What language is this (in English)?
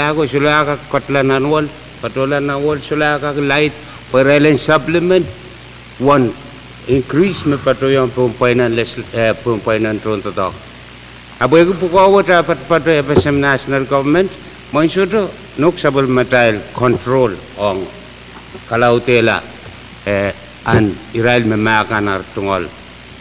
Pohnpeian